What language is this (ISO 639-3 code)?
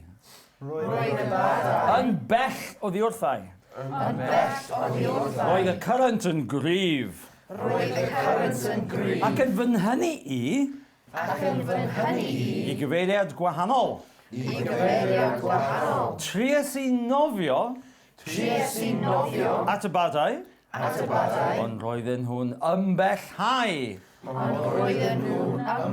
cym